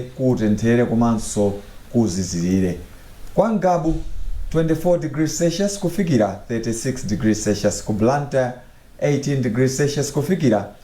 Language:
Nyanja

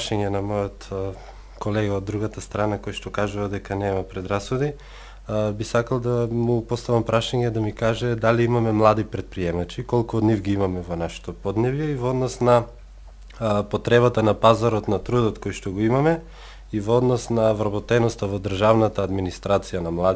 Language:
Macedonian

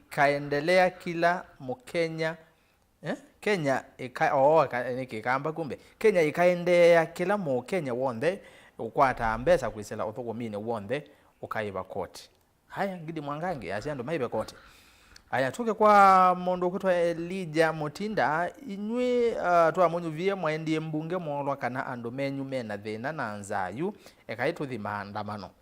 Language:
Kamba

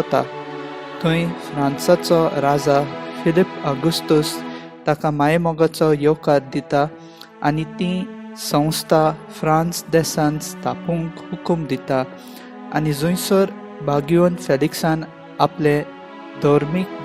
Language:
Konkani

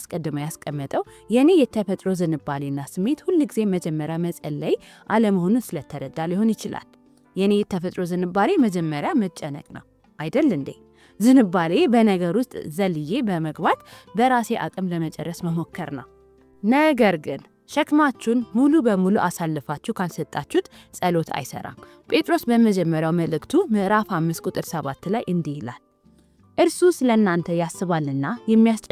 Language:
Amharic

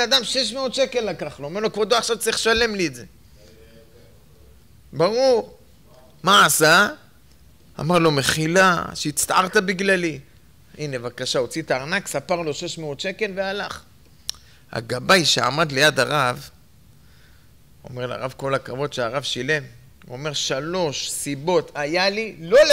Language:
Hebrew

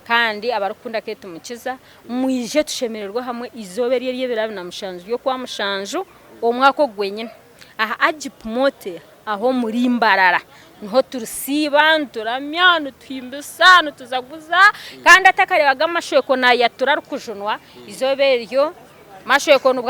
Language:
Nyankole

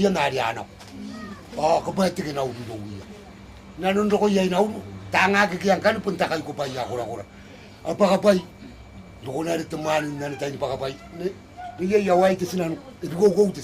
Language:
Gilbertese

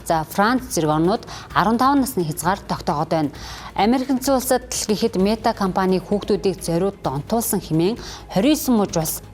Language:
Mongolian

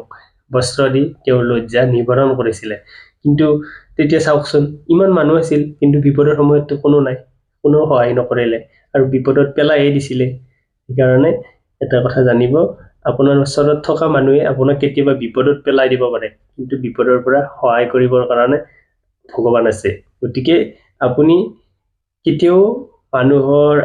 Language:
Assamese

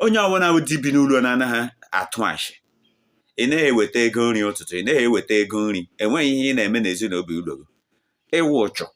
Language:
Igbo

